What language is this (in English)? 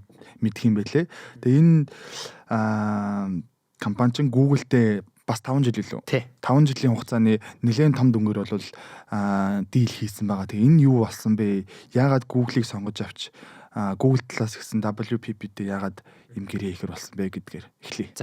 Mongolian